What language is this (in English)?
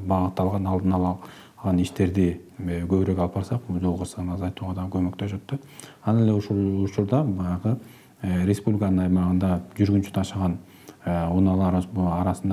Kyrgyz